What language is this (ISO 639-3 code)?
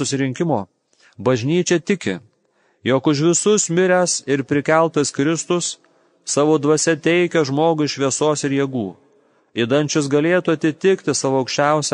lit